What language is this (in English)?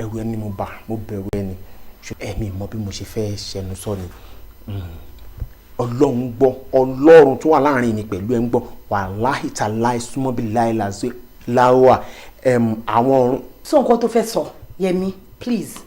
Yoruba